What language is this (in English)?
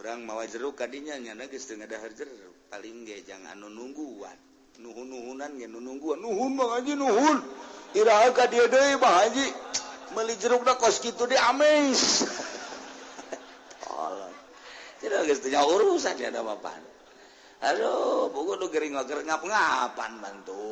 Sundanese